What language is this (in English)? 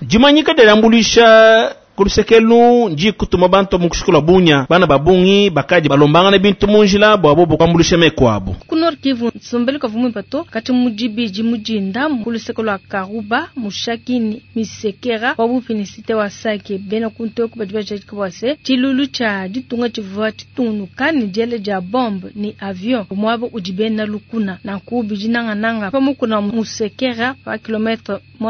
Luba-Lulua